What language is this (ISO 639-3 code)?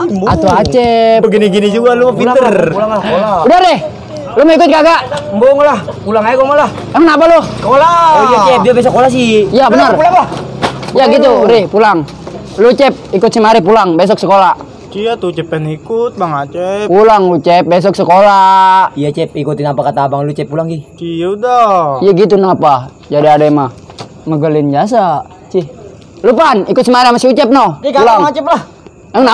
bew